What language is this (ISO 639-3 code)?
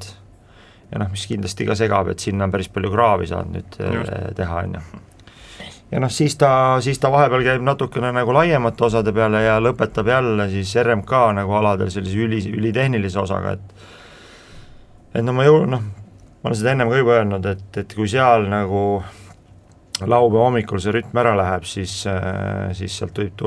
est